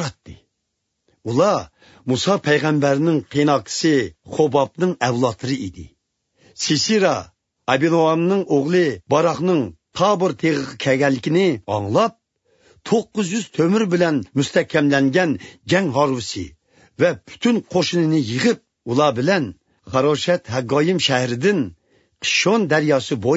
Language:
Uyghur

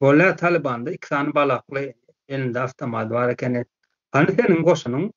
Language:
Turkmen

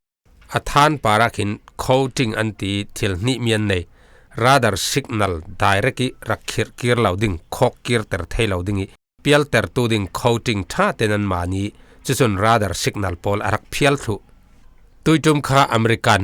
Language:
Falam Chin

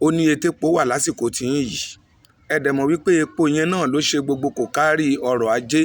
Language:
Yoruba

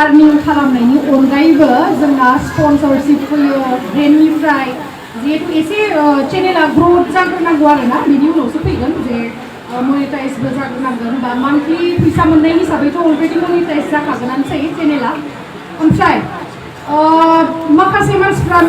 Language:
Bodo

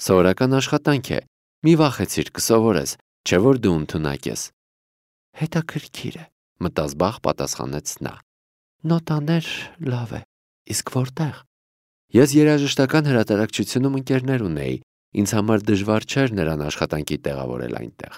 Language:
Armenian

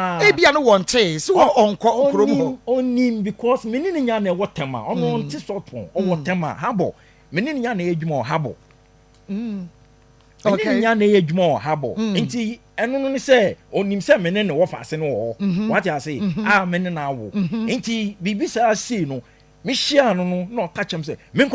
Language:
Akan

